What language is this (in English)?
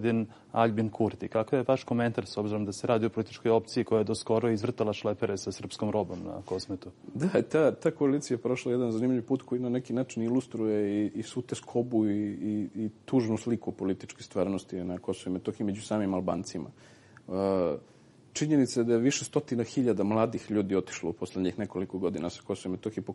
Serbian